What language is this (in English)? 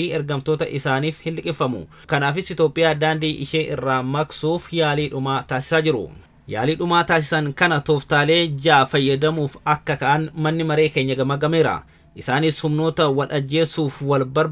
Oromo